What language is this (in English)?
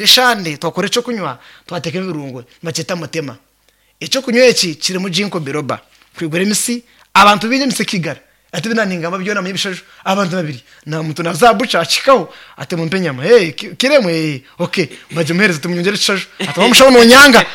Nyankole